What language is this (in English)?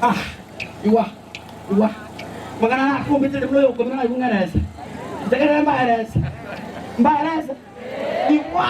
Gusii